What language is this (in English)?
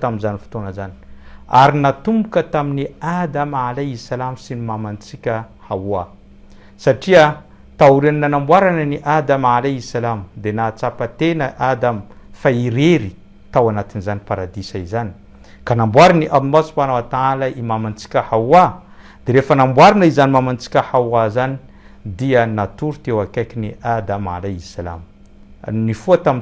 Malagasy